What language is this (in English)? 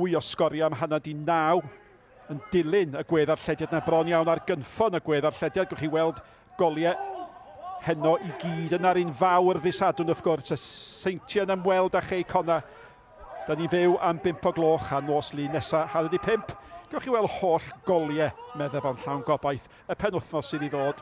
Welsh